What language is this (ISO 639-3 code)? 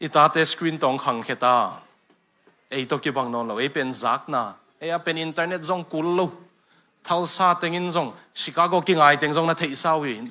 ctd